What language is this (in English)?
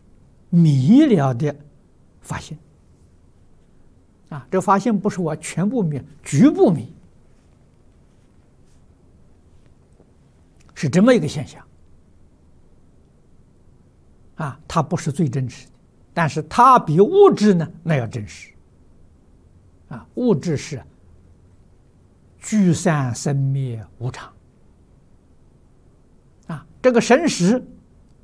Chinese